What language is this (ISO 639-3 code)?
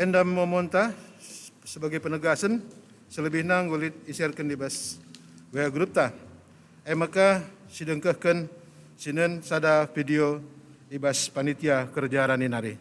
btx